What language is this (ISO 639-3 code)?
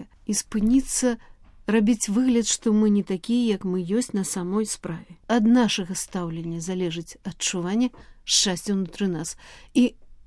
bel